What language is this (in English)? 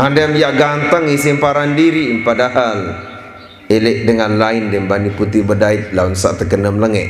Sasak